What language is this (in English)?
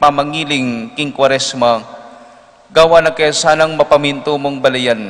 Pampanga